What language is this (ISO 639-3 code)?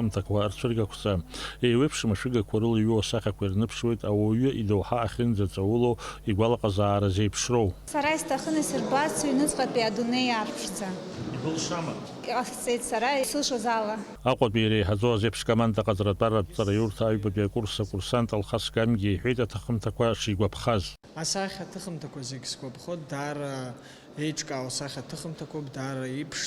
abk